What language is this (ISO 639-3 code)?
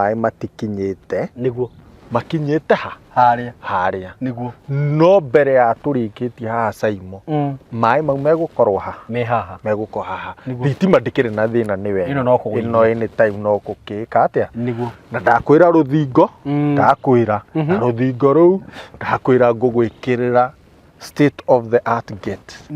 kik